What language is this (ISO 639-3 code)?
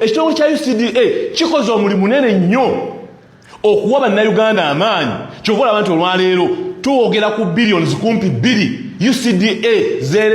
lug